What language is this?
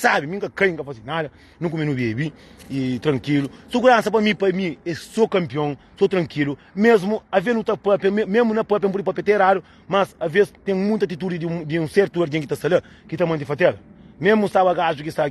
Kabuverdianu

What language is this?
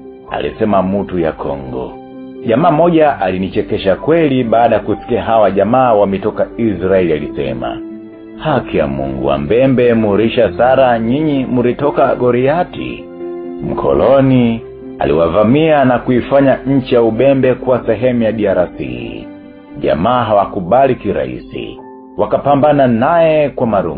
Swahili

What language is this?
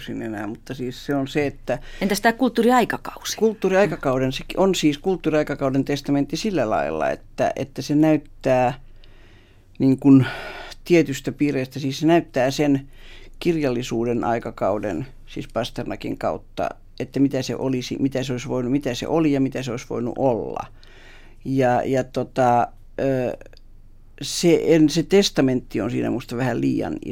Finnish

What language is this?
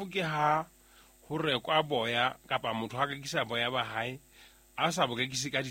Southern Sotho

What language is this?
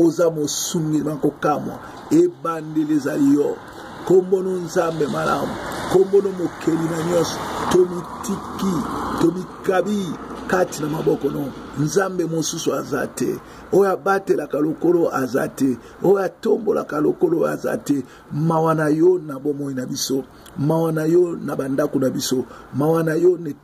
Lingala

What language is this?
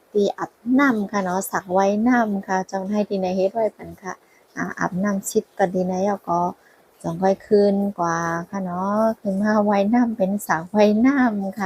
Shan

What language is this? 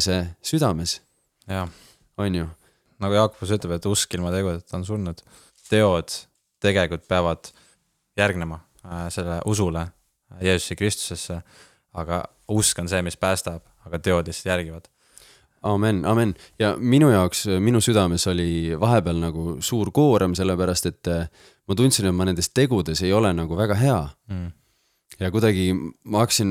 Estonian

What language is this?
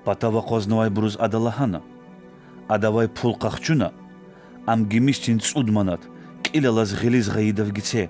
Lezghian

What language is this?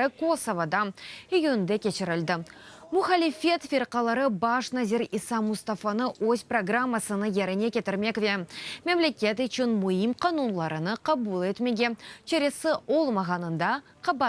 Crimean Tatar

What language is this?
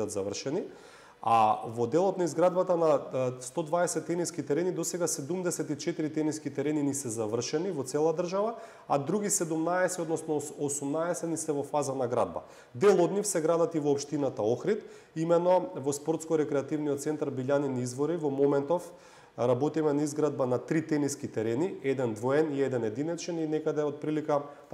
Macedonian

